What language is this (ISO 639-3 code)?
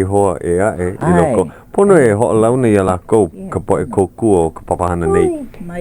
haw